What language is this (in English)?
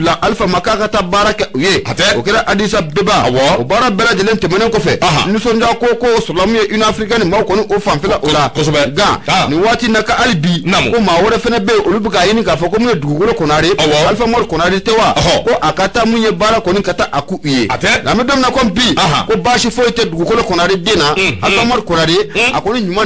Bambara